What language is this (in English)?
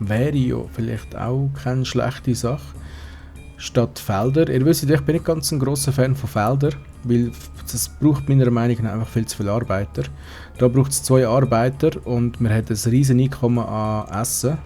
Swiss German